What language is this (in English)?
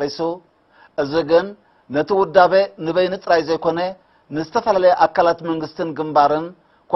Tigrinya